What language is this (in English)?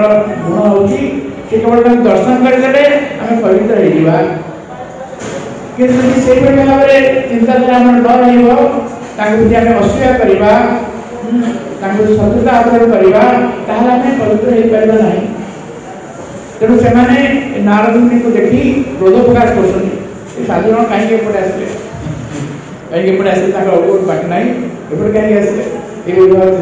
Odia